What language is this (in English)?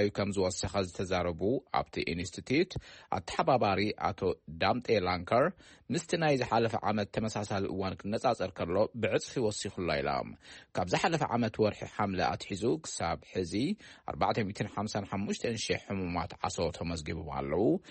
Tigrinya